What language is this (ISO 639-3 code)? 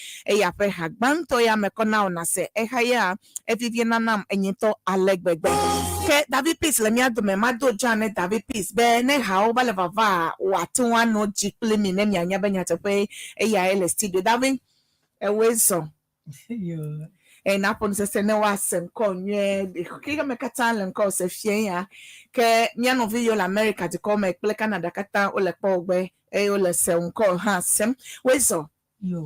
ewe